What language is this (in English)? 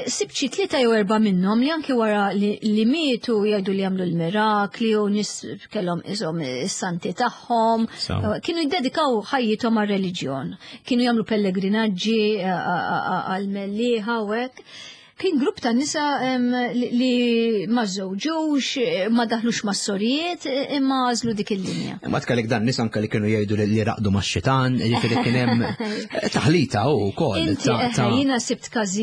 Maltese